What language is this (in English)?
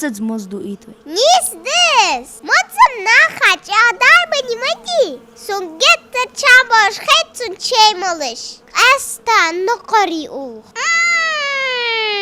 Ingush